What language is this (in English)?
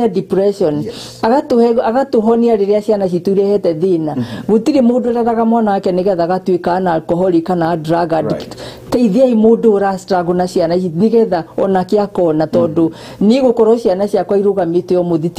Kikuyu